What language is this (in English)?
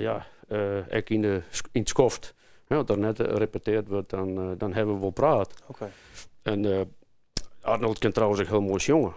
Western Frisian